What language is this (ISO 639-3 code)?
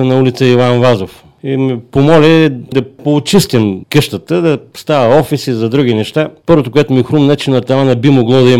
bul